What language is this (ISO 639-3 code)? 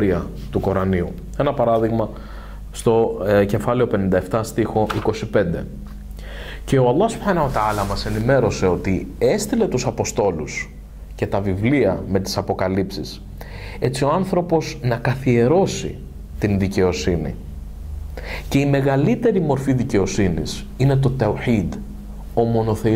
ell